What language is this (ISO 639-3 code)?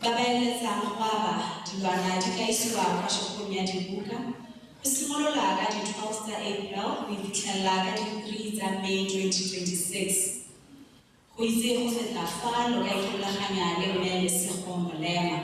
tsn